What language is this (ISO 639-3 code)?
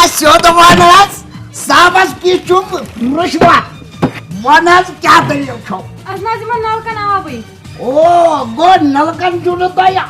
kas